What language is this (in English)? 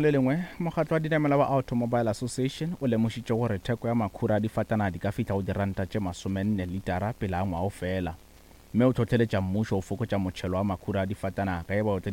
Northern Sotho